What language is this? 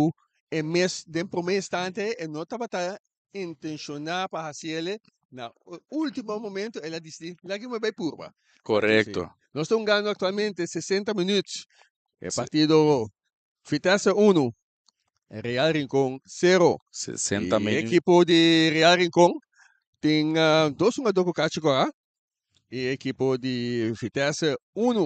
Papiamento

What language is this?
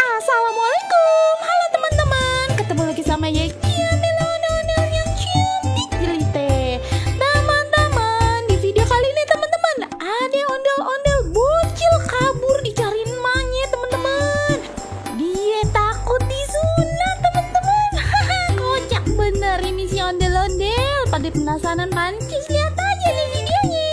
Betawi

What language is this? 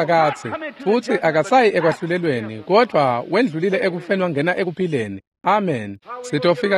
Swati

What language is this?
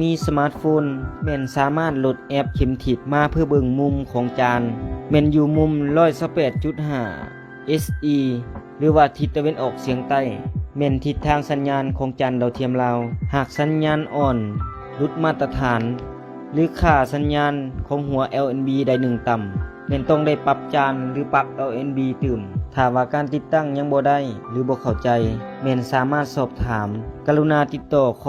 Lao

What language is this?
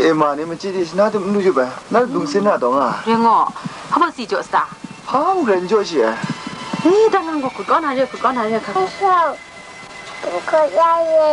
Kachin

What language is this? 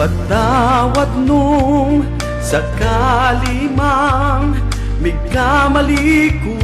Pampanga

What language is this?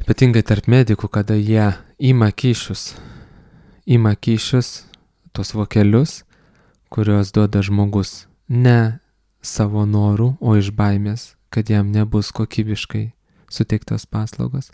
Lithuanian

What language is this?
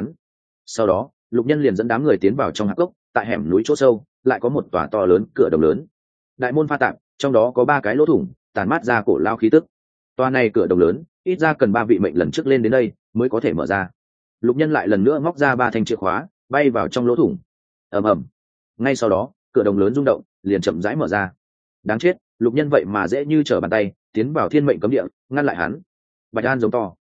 Vietnamese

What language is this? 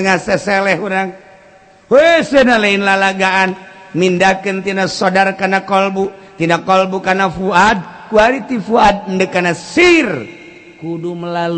Sundanese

